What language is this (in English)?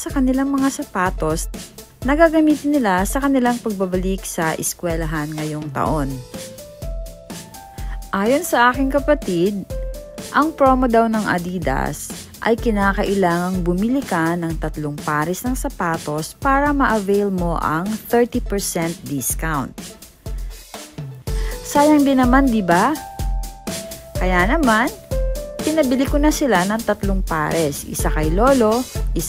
Filipino